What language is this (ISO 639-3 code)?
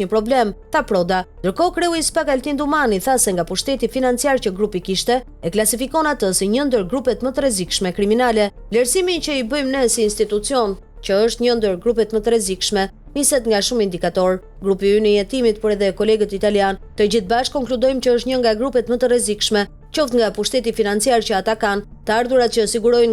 sqi